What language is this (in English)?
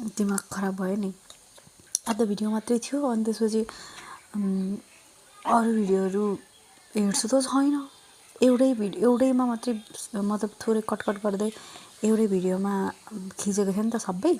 Nepali